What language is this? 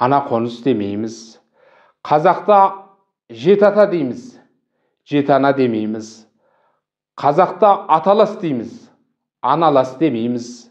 Kazakh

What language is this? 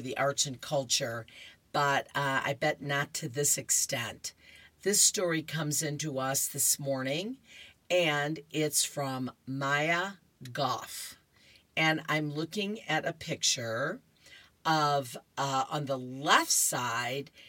English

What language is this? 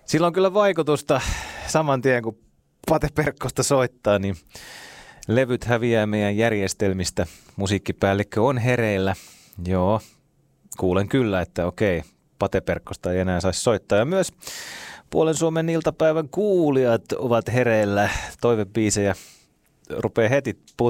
Finnish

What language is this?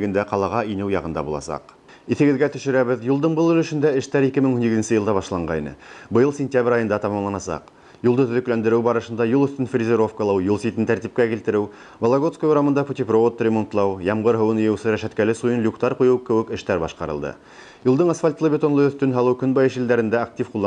Bashkir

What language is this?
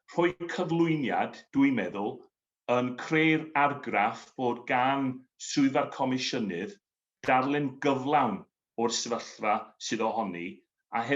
Welsh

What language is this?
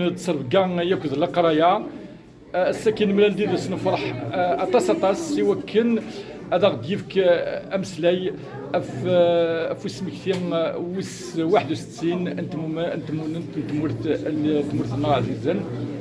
Kabyle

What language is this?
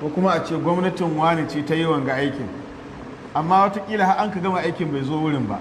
Hausa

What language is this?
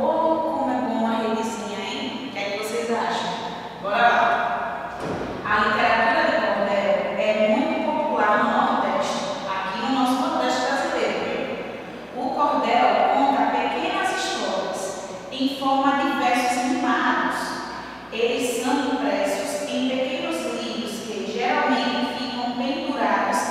Portuguese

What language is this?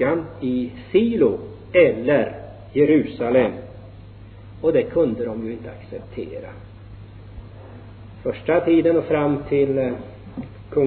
Swedish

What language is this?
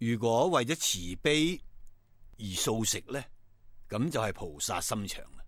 Cantonese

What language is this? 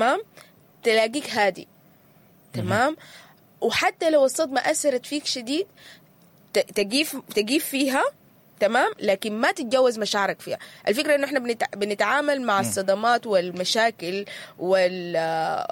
Sudanese Arabic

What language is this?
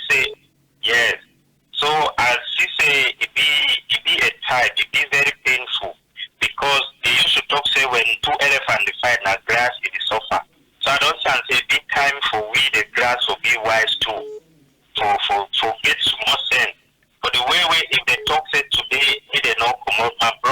Cameroon Pidgin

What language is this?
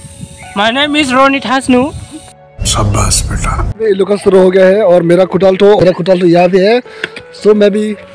Dimasa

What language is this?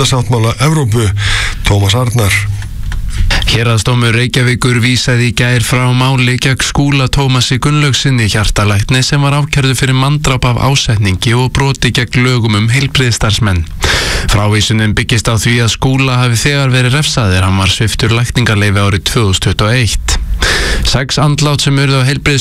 Icelandic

